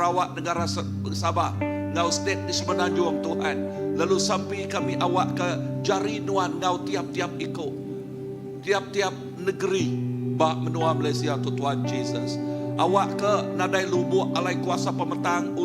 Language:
Iban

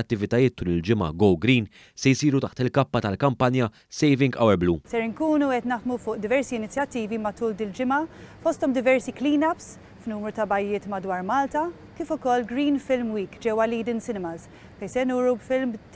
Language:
Maltese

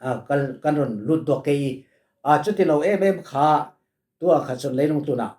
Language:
Falam Chin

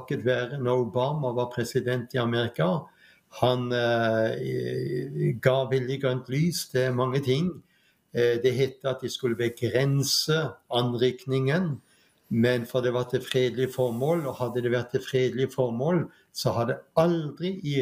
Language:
Norwegian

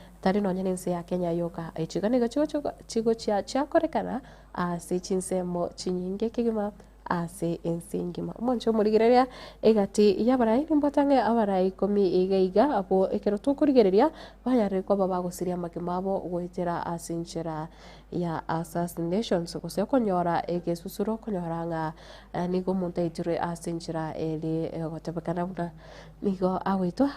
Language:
Gusii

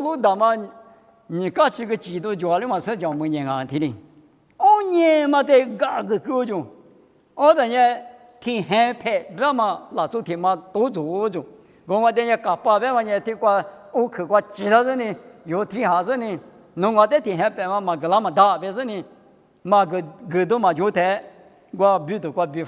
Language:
Lisu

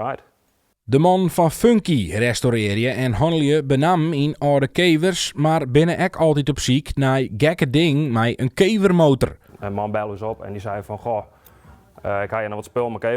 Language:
Western Frisian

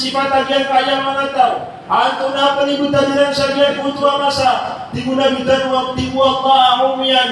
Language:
Maranao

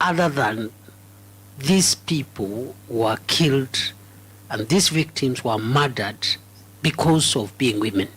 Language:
Kamba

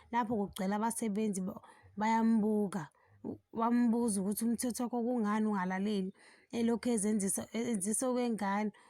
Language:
Zulu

